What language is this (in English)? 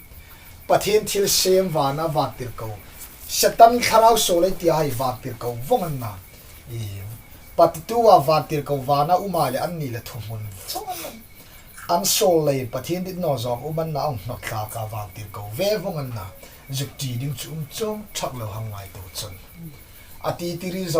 Hmar